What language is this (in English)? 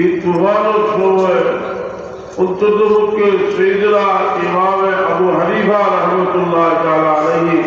Sylheti